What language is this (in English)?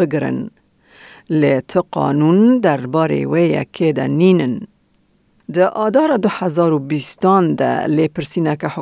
Kurdish